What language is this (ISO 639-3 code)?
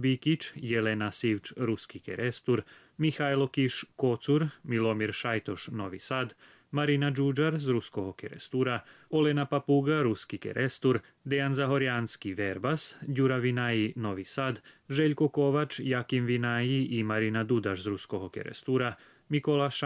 rue